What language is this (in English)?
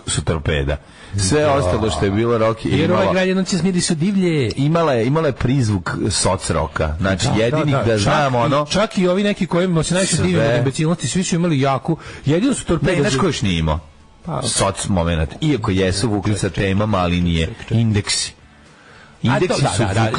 Serbian